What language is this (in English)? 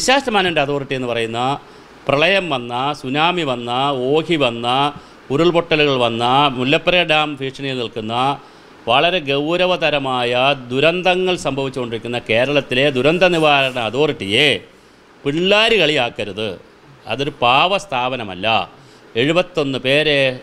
Malayalam